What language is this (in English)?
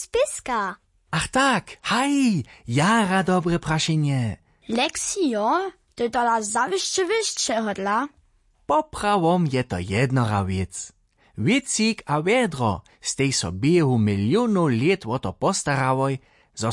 Upper Sorbian